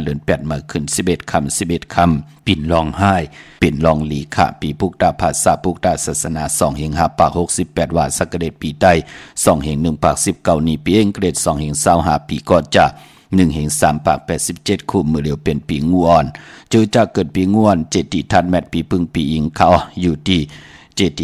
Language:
Shan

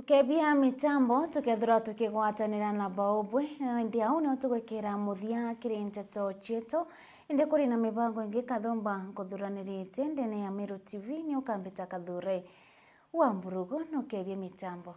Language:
Meru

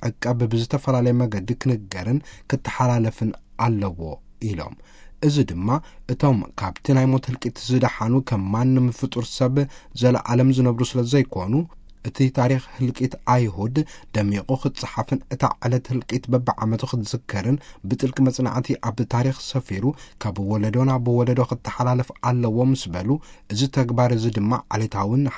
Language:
Tigrinya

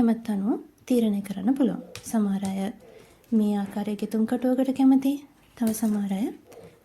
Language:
Sinhala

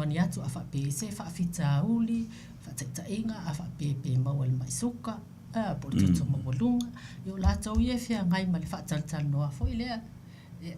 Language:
Samoan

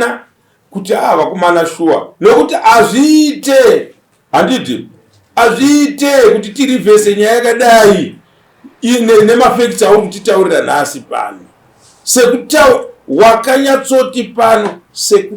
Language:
Shona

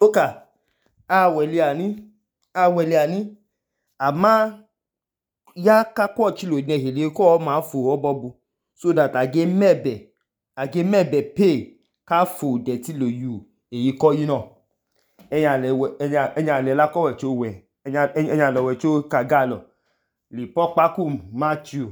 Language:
Idoma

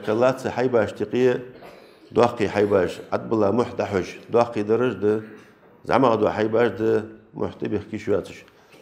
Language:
Ingush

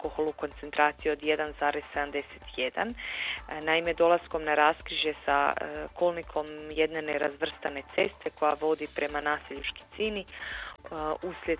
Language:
Croatian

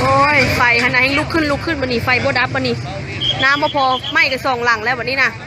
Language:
Lao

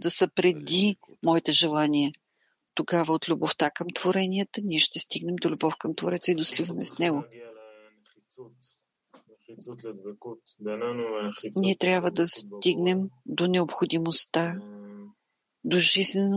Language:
Bulgarian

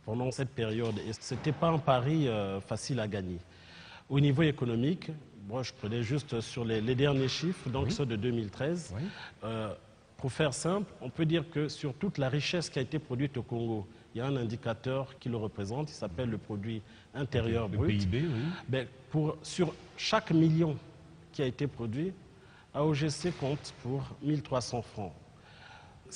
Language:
French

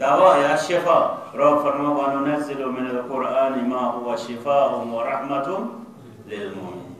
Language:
Kashmiri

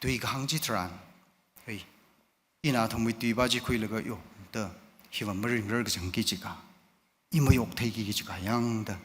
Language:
Tangkhul Naga (India)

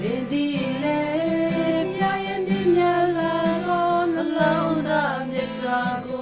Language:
Western Kayah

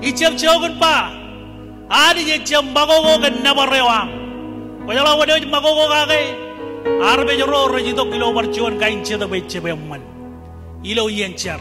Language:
Marshallese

